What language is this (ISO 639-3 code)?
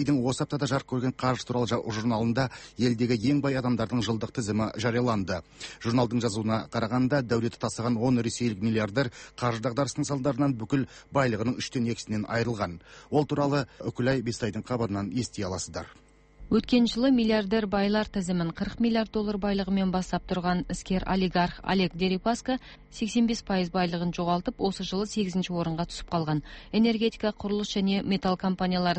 kaz